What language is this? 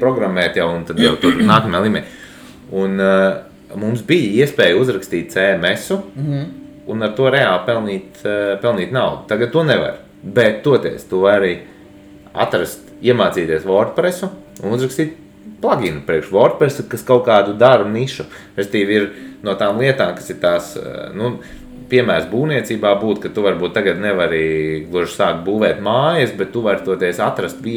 Latvian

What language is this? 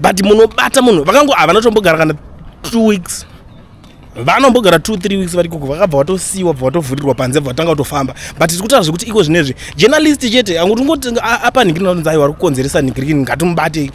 Shona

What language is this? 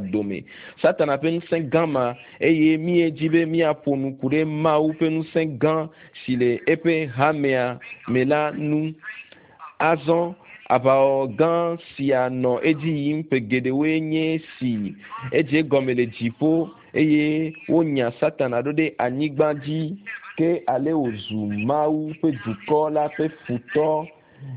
Ewe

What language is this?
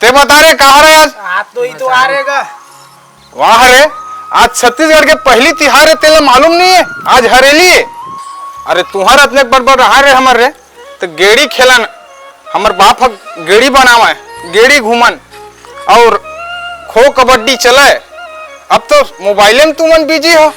Chhattisgarhi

